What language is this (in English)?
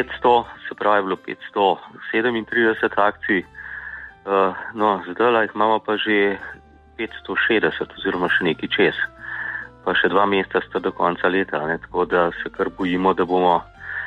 Slovenian